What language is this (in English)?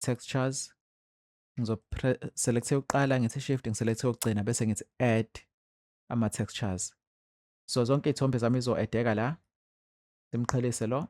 Zulu